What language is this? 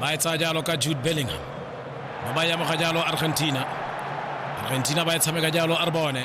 Tswana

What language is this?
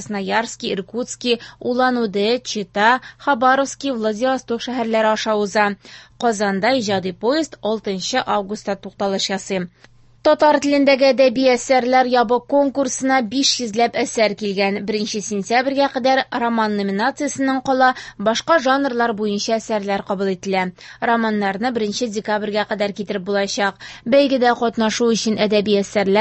Tatar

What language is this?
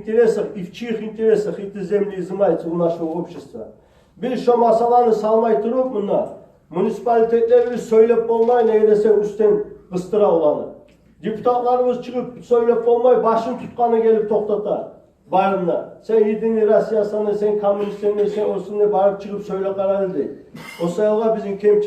Kumyk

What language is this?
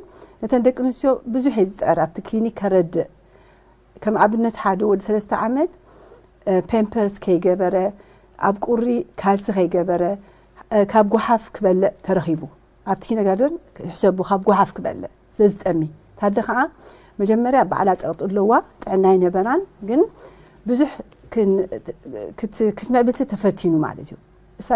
Tigrinya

